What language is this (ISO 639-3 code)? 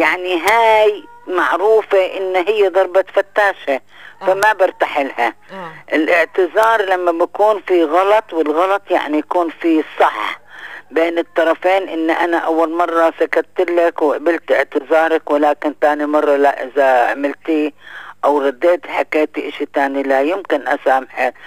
apc